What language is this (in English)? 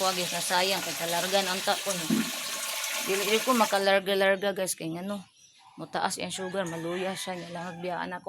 Cebuano